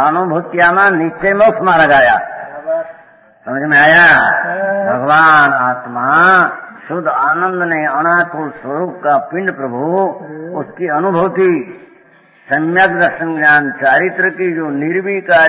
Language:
Hindi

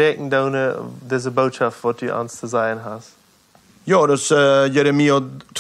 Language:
Plautdietsch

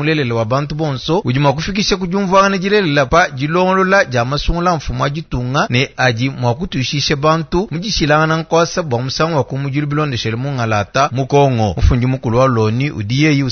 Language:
Luba-Lulua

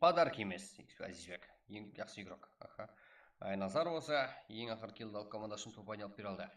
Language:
Kara-Kalpak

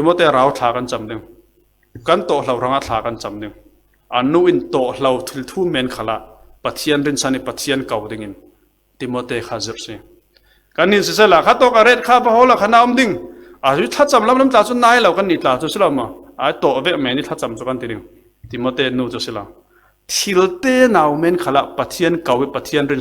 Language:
Falam Chin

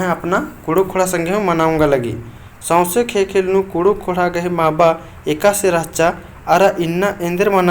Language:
Kurukh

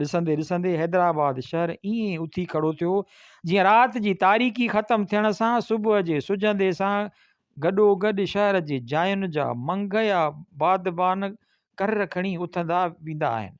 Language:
Sindhi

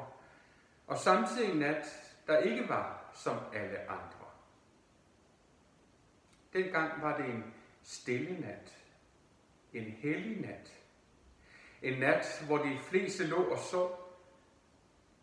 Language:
Danish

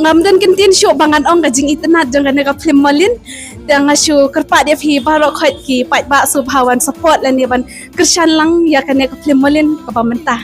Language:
Khasi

